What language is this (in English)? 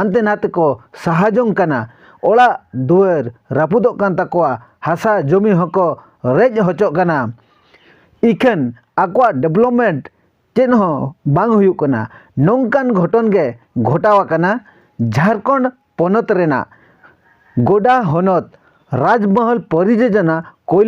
Santali